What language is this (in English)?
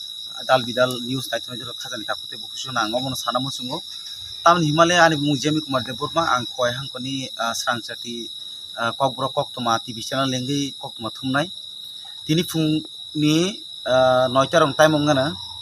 Kok Borok